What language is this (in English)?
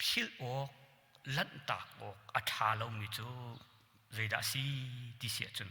Hakha Chin